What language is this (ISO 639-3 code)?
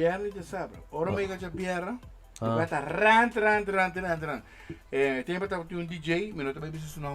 pap